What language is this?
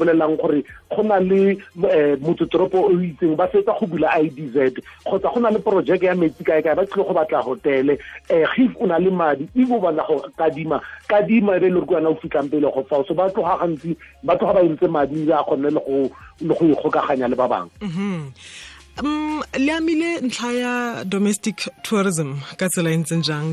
Tswana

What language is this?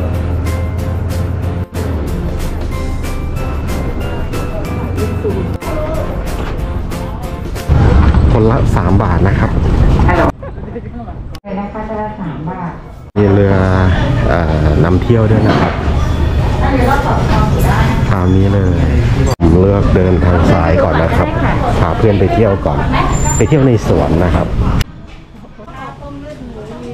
Thai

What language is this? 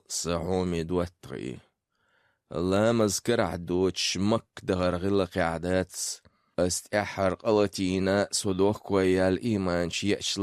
Chechen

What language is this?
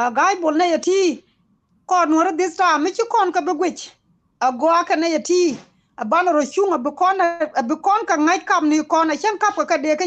Nuer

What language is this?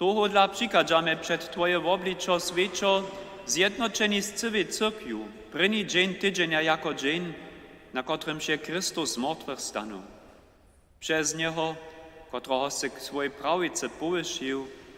Upper Sorbian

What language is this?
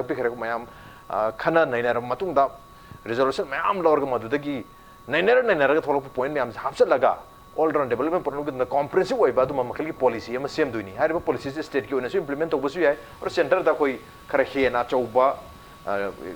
Manipuri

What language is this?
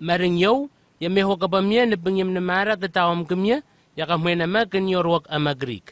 Southwest Tanna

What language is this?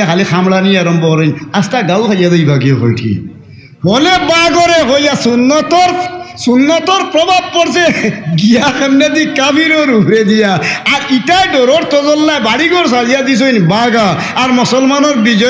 Sylheti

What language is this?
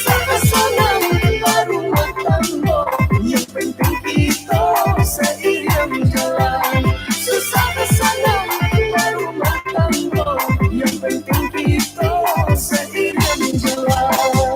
Minangkabau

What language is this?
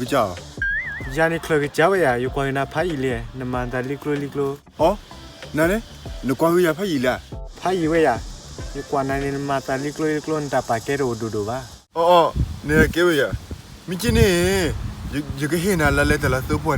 S'gaw Karen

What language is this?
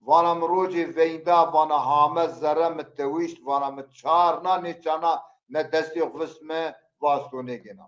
Zaza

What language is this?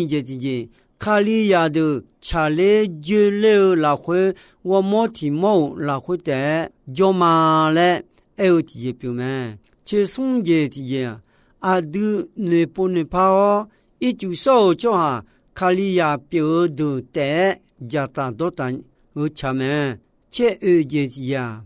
Akha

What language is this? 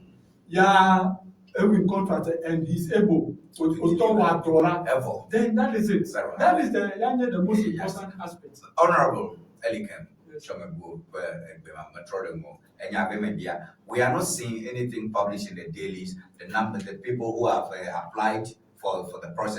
Ewe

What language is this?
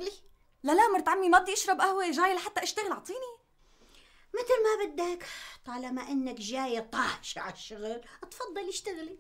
North Levantine Arabic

